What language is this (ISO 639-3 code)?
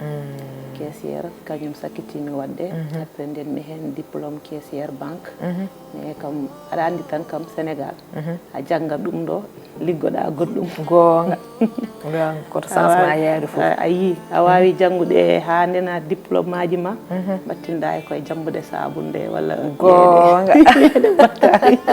ful